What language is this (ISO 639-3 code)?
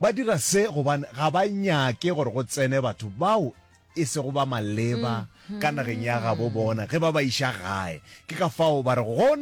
nso